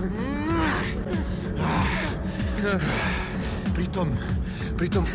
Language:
Croatian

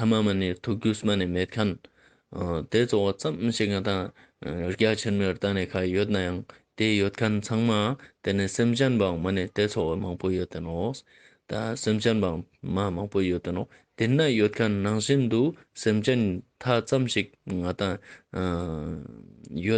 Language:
Ladakhi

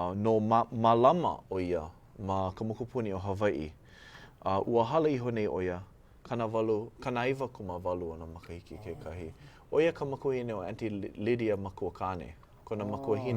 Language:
Hawaiian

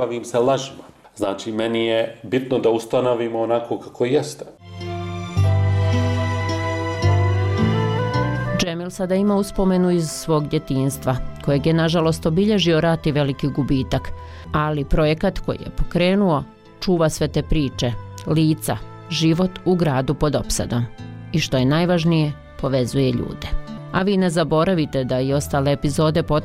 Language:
Bosnian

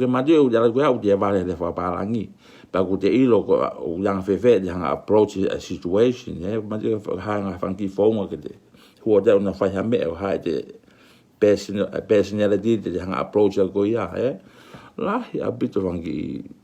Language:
Tongan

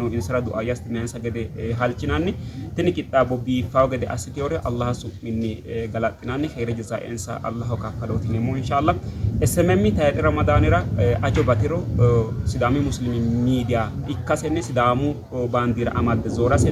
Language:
Sidamo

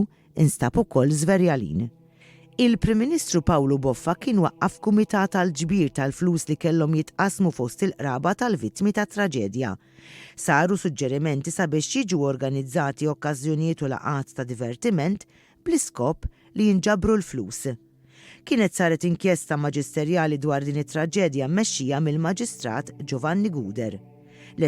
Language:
Maltese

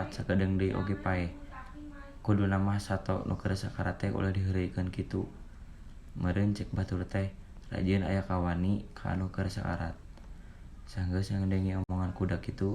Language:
Sundanese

